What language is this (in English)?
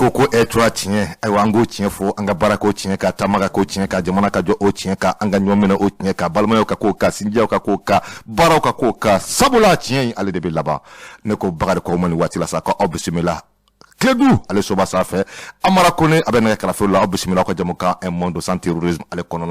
Bambara